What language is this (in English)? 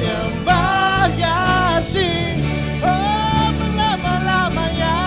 Iban